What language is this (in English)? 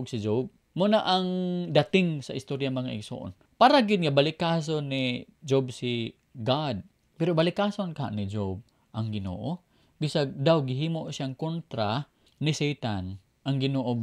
Cebuano